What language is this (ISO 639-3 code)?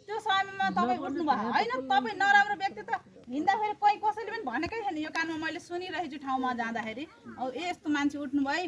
nep